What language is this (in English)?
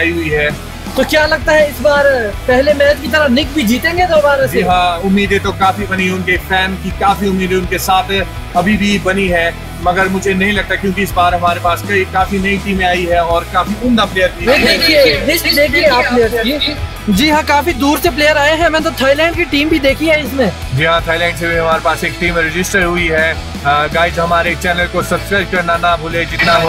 Hindi